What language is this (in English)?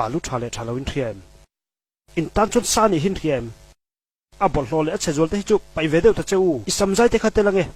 Mizo